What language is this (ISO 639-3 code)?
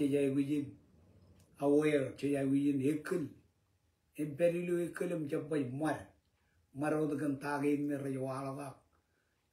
mah